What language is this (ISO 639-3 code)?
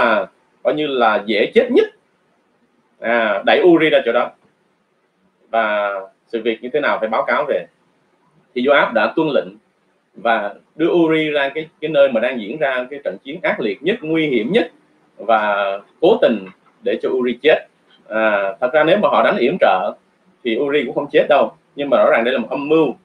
vie